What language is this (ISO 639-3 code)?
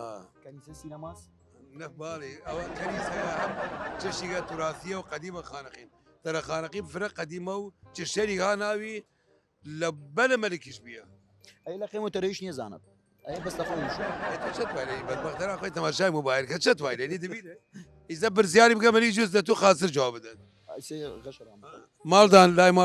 sdh